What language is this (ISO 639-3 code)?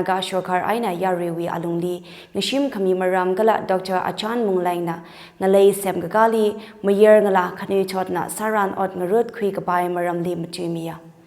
nmf